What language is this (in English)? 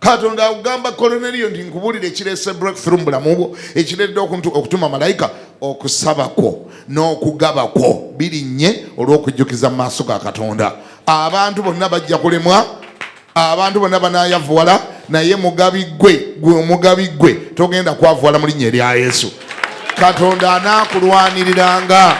Ganda